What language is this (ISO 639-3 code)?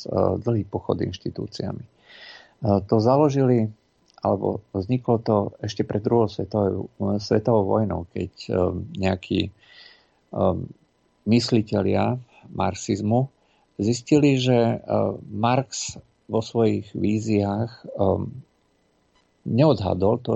slk